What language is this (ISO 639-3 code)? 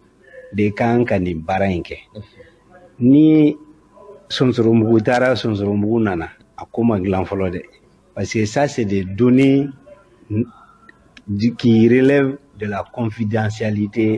bam